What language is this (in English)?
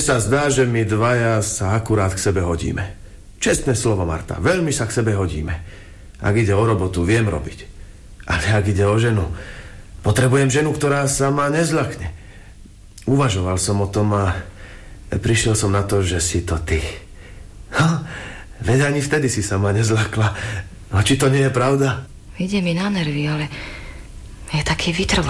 Slovak